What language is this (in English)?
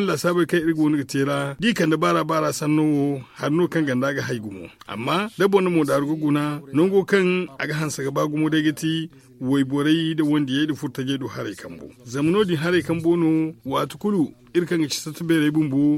Zarma